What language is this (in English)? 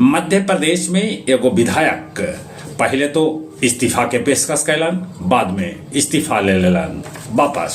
Magahi